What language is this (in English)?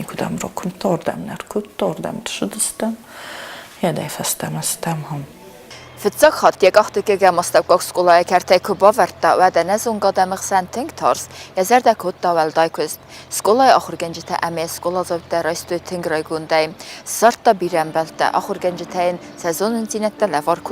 Ossetic